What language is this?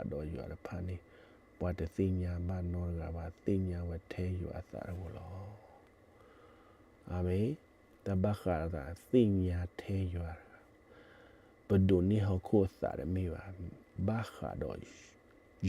S'gaw Karen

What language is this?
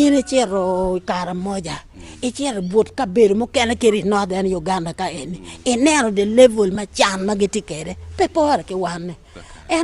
Acoli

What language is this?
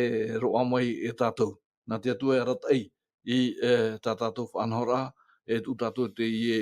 Tahitian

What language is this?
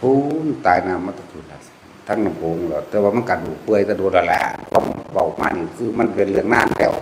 Northeastern Thai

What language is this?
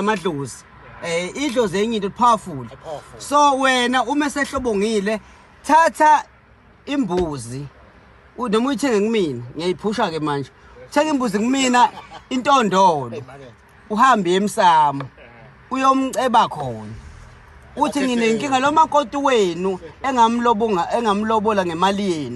Zulu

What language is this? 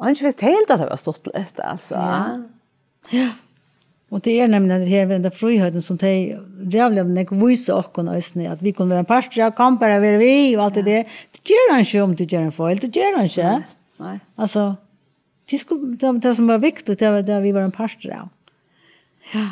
Faroese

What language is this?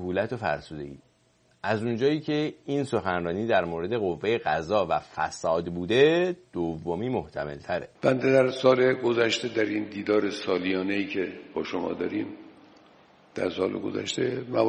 Persian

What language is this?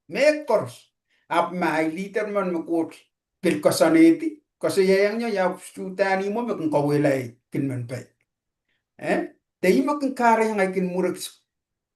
Pohnpeian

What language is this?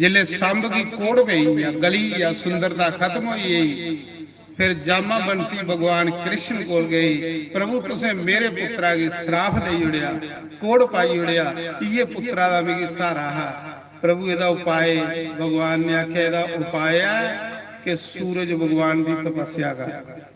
Dogri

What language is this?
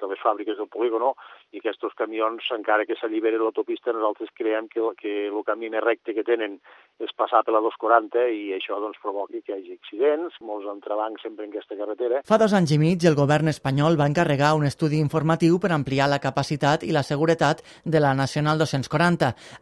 Catalan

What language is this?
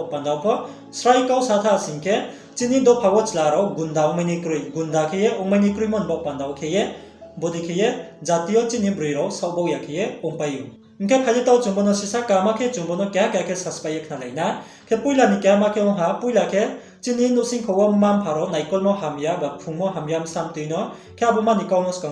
Riang (India)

